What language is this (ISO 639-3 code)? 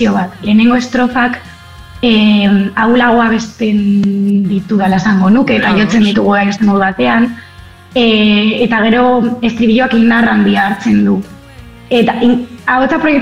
eus